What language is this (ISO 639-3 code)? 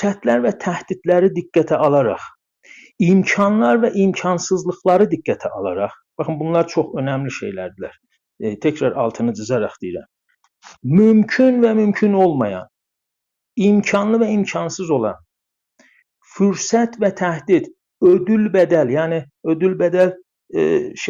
azb